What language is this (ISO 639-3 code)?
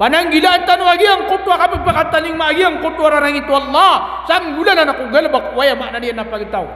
mrw